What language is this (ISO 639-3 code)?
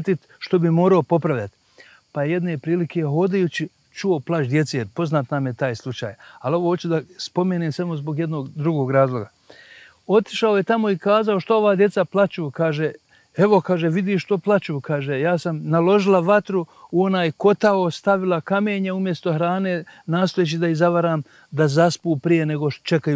bos